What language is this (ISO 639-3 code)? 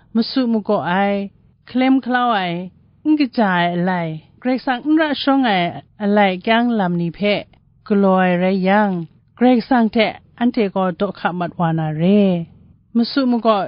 kac